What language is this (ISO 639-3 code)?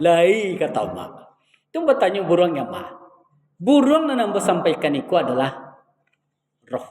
min